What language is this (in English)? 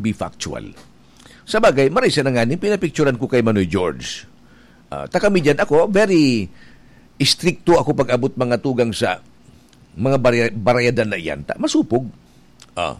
Bikol